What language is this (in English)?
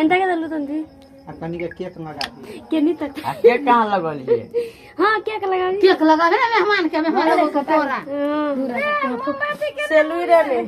Maithili